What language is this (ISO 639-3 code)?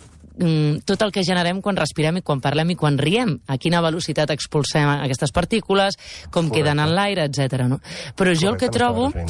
cat